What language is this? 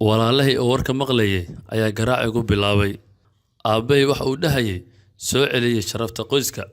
Somali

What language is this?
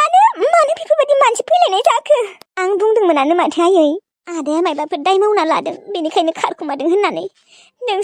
Bodo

